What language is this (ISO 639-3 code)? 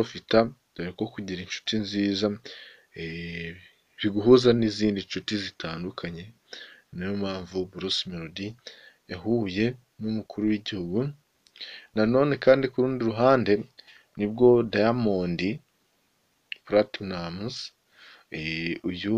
kin